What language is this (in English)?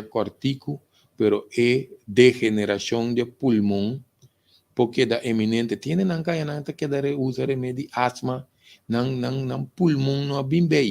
Papiamento